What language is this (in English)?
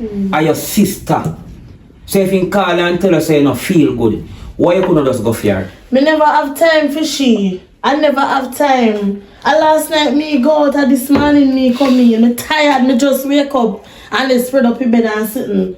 Jamaican Creole English